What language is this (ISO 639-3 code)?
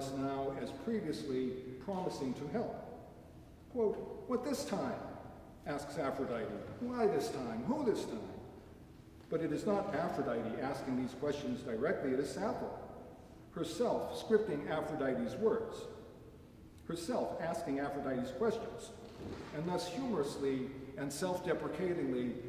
eng